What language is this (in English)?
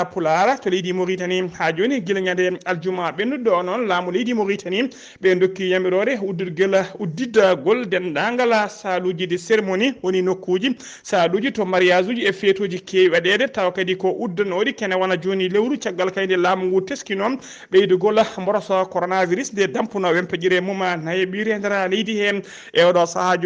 Fula